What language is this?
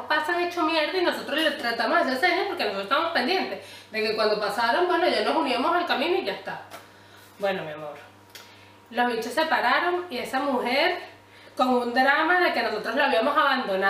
Spanish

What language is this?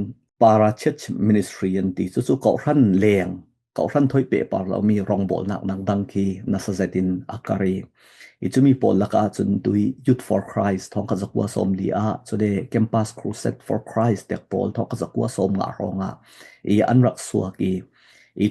Falam Chin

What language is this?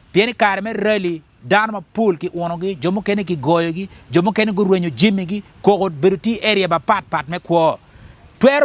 Acoli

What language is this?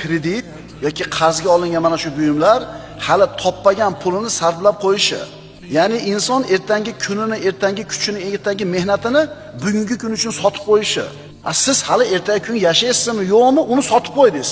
Uzbek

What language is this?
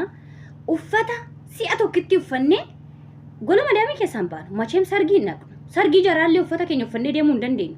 Oromo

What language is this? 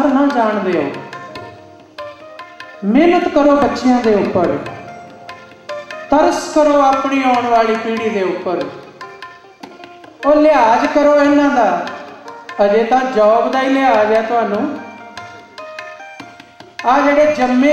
Punjabi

